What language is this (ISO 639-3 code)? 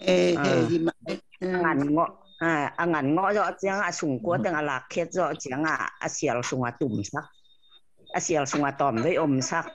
ctd